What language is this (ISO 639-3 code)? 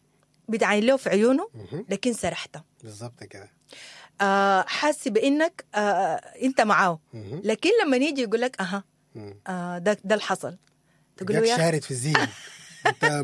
apd